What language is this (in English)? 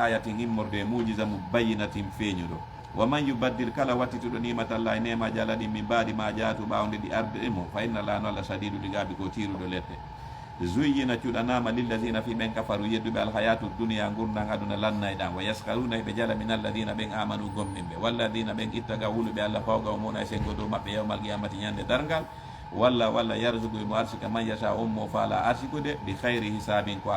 Fula